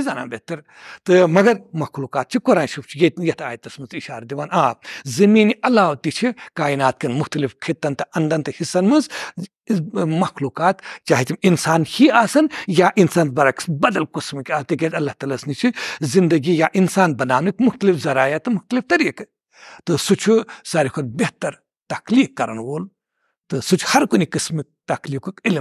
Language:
Kashmiri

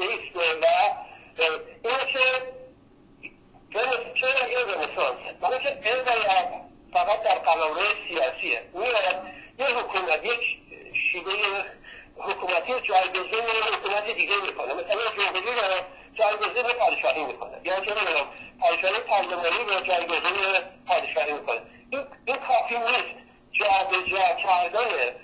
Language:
Persian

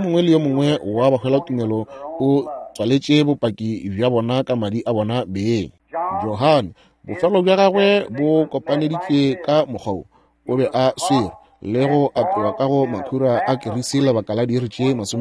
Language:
Northern Sotho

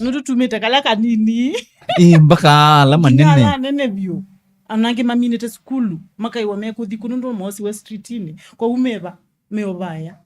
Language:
Kamba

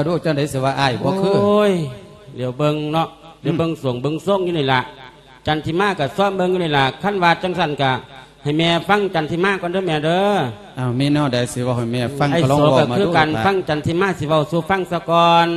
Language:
Lao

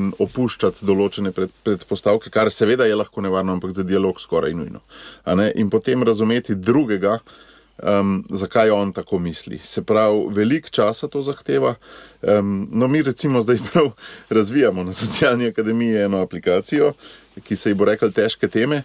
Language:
Slovenian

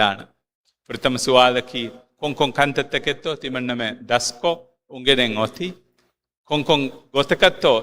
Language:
Divehi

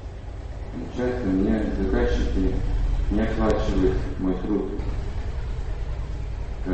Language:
Russian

